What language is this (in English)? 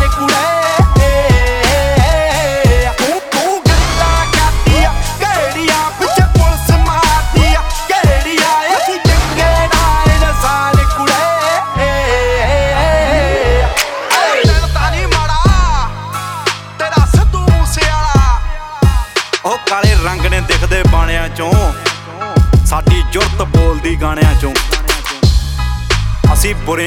Punjabi